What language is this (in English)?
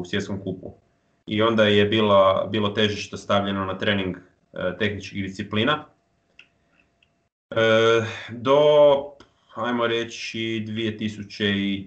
Croatian